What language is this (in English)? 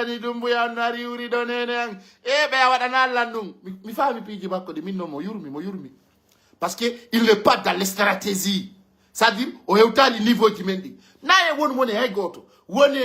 Pular